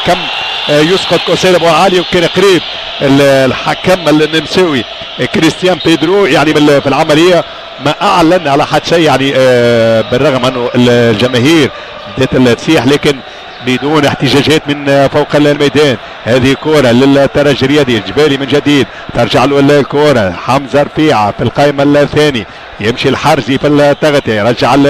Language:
Tunisian Arabic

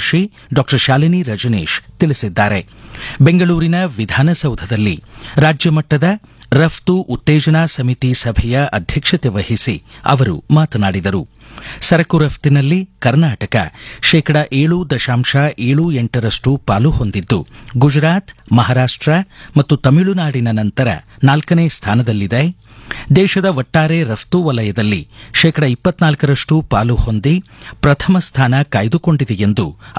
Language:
Kannada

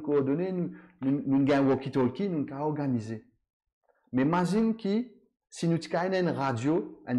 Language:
Morisyen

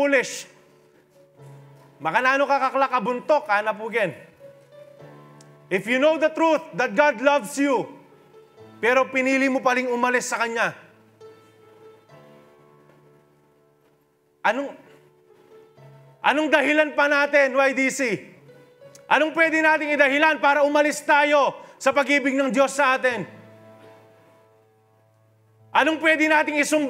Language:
Filipino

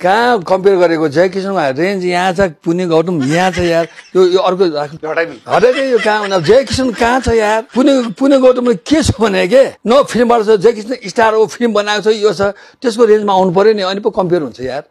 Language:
Nepali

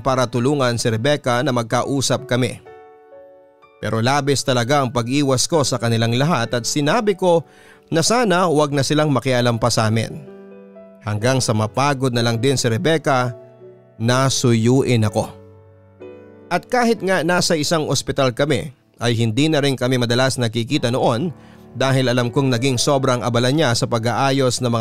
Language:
Filipino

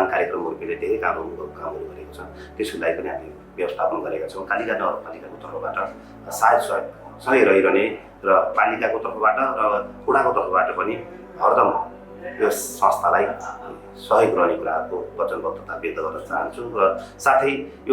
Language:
Nepali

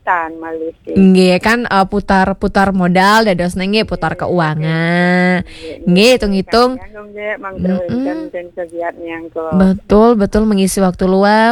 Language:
Balinese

